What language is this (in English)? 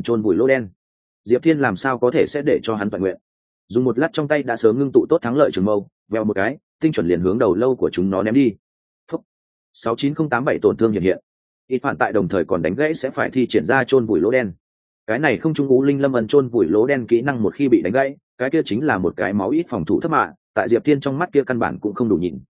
Vietnamese